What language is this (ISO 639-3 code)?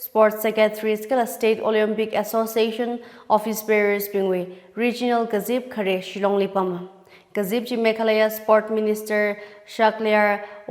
nmf